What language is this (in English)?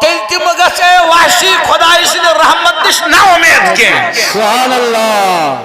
Kashmiri